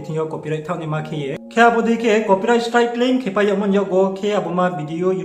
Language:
Riang (India)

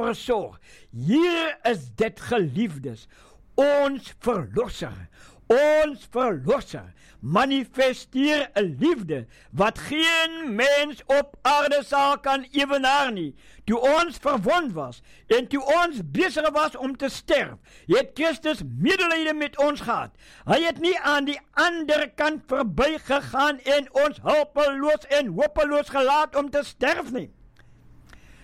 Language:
Afrikaans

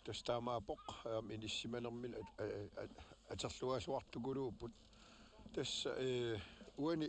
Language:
Kalaallisut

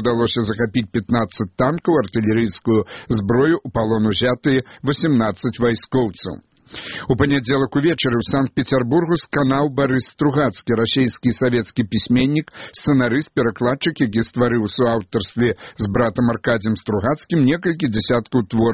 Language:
Belarusian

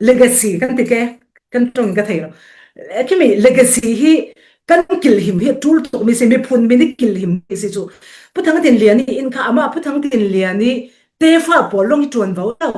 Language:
Falam Chin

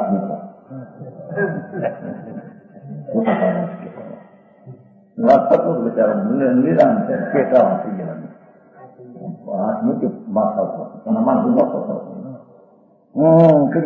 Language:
Gujarati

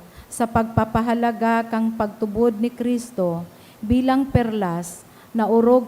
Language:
Bikol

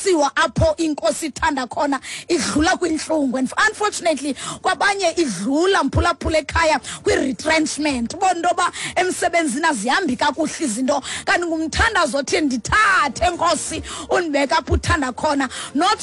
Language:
Xhosa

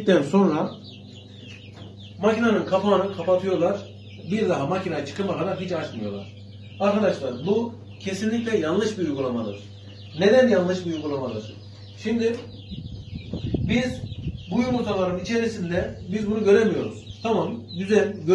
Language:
Turkish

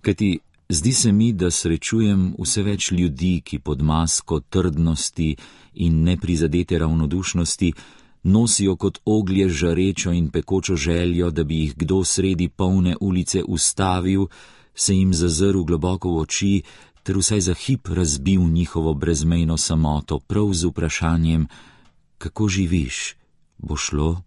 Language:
Slovenian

